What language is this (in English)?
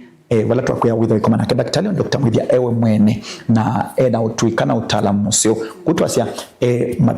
Kamba